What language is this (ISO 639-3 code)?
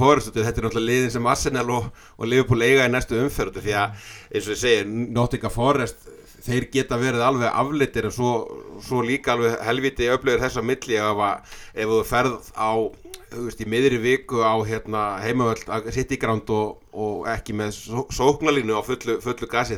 isl